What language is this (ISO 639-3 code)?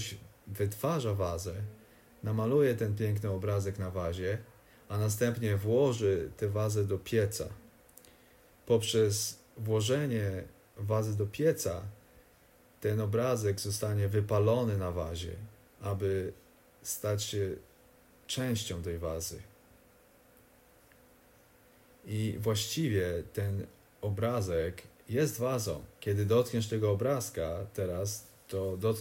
pol